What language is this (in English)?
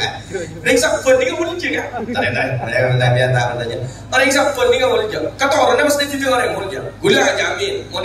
Madurese